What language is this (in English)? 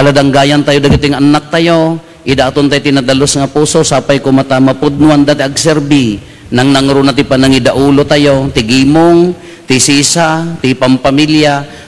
Iloko